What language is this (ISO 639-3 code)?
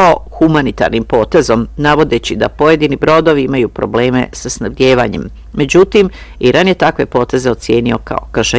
bos